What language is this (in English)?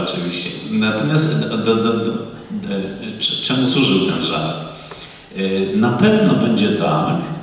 Polish